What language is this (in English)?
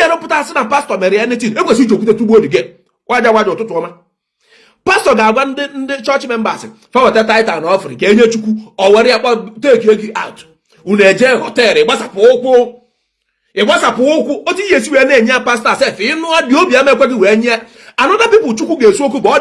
Igbo